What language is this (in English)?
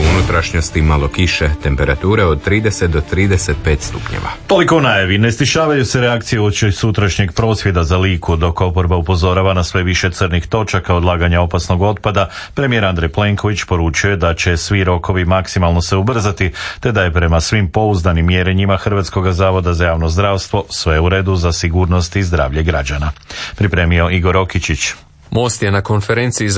Croatian